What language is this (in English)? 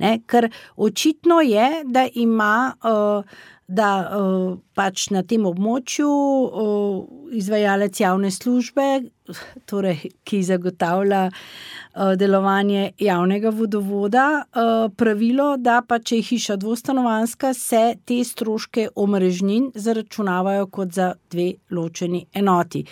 Slovenian